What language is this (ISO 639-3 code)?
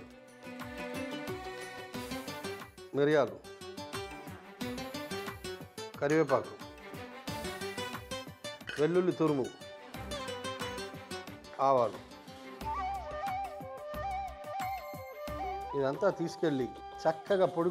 tel